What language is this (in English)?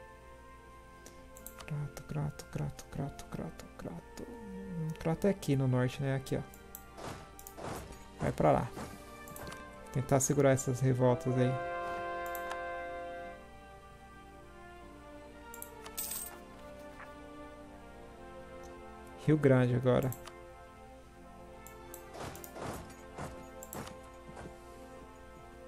Portuguese